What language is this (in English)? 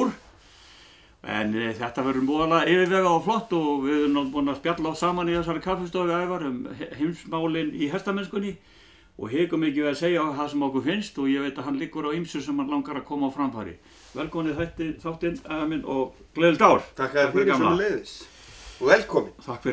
Icelandic